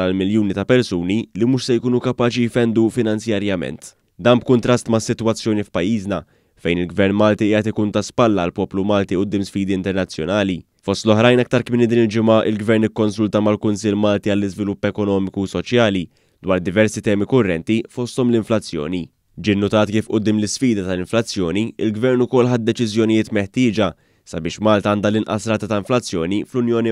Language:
Maltese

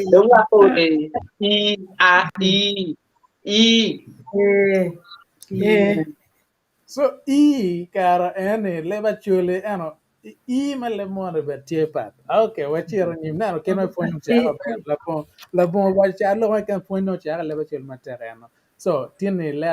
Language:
Acoli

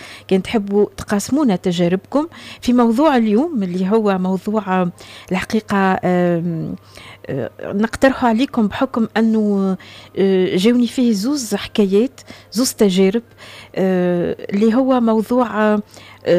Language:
Tunisian Arabic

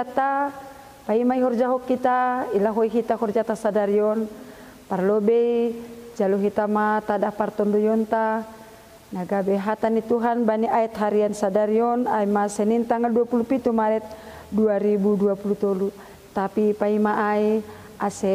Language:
Batak Simalungun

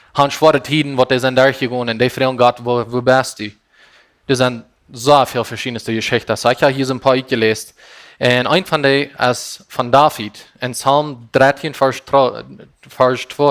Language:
Plautdietsch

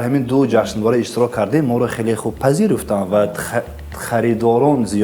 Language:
Tajik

